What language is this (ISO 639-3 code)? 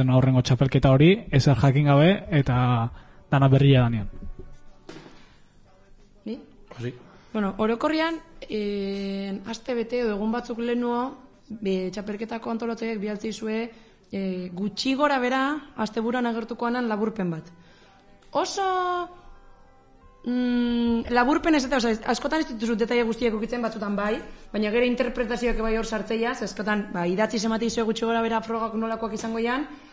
eus